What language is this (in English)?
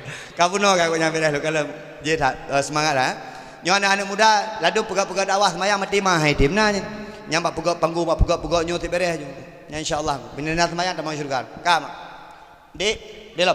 Achinese